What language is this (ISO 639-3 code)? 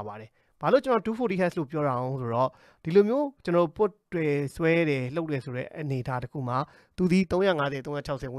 mya